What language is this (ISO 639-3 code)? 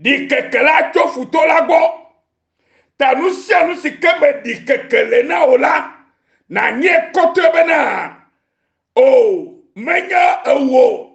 ewe